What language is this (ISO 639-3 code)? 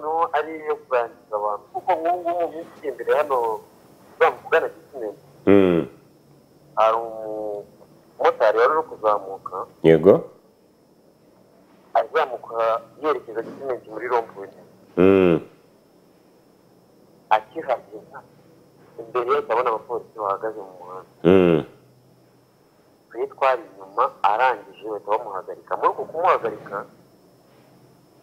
kin